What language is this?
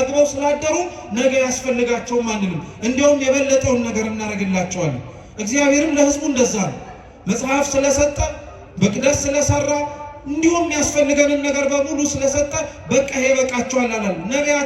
Amharic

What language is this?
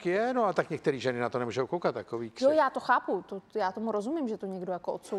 Czech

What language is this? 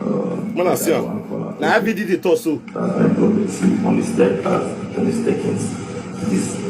Nigerian Pidgin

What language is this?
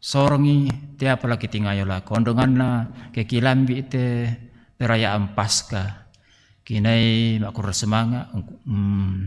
Toraja-Sa'dan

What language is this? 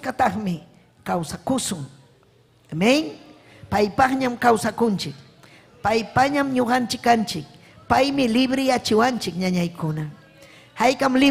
Ayacucho Quechua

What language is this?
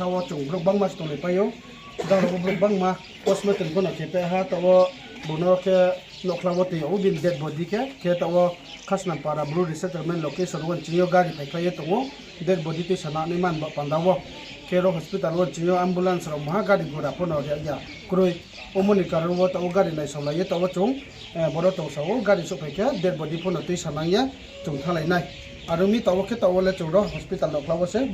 Riang (India)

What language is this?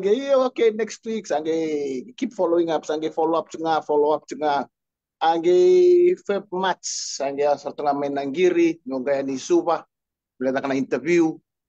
Fijian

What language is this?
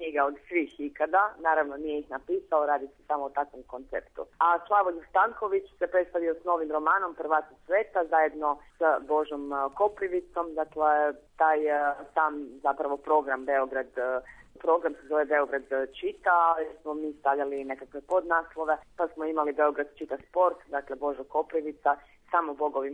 Serbian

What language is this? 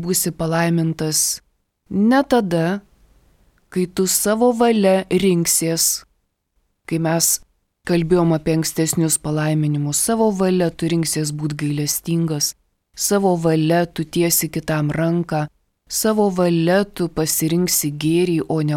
Lithuanian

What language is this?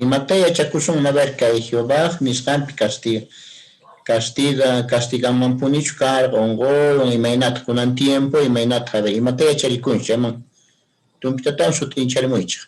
Quechua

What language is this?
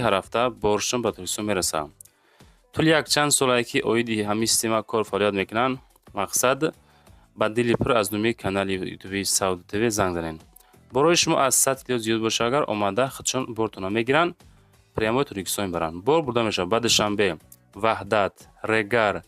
Tajik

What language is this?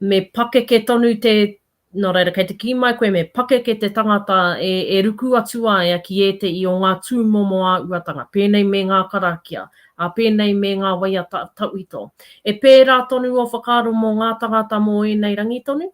Māori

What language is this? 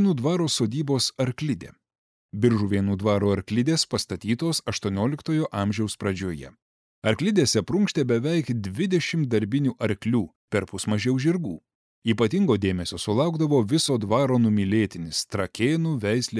Lithuanian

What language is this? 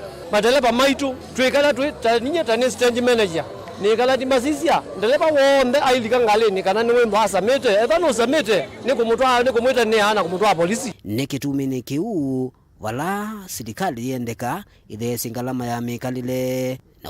Kamba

